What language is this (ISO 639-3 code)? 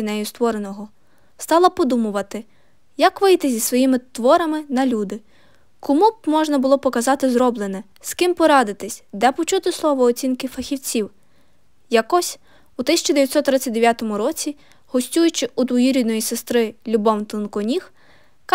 ukr